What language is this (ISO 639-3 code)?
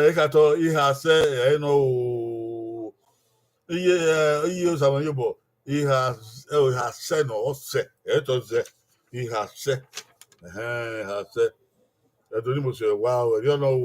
bin